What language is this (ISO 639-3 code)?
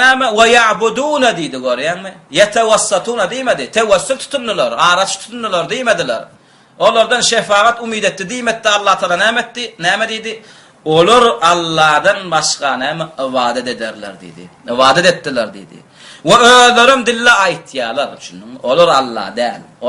tuk